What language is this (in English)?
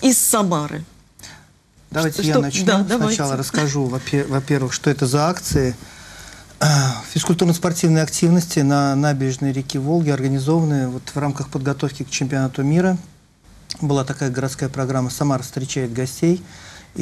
Russian